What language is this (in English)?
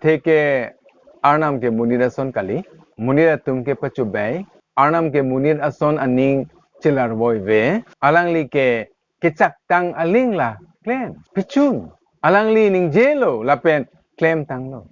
Karbi